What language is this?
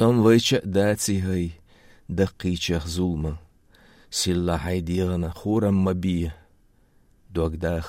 Chechen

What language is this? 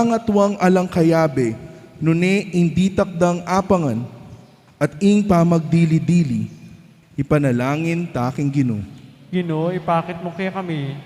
Pampanga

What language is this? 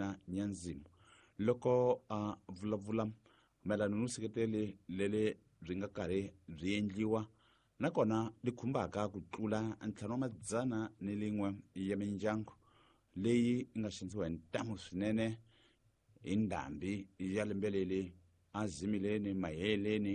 Tsonga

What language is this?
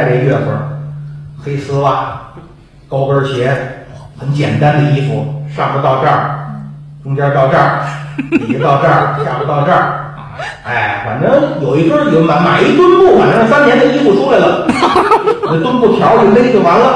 Chinese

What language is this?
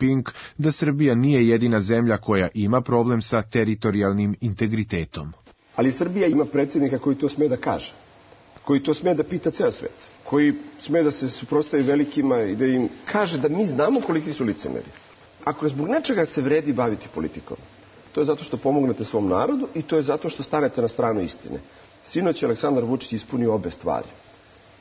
Serbian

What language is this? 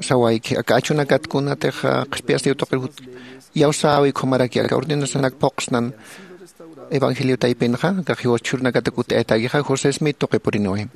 Aymara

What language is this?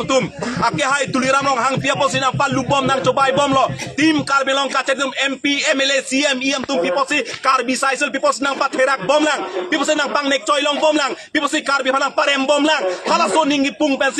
Karbi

